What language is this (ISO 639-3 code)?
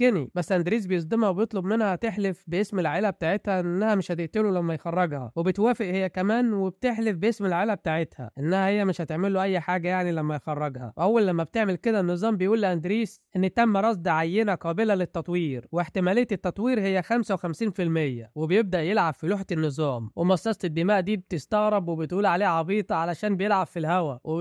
arz